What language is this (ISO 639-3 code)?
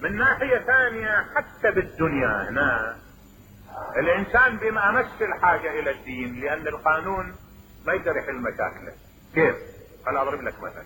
acm